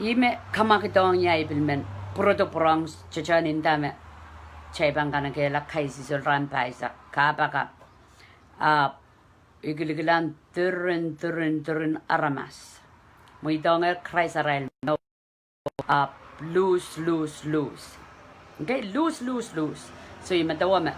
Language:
Pohnpeian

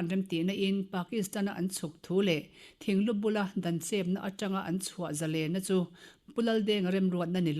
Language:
Mizo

